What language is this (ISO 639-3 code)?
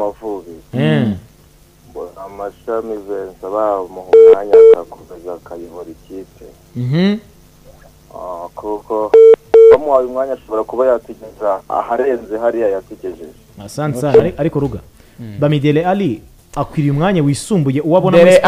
kin